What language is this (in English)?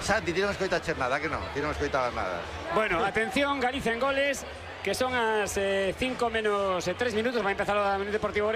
Galician